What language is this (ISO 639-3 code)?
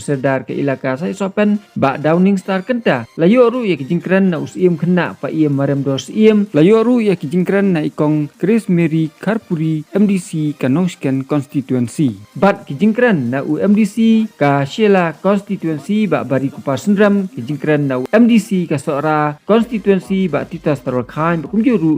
kha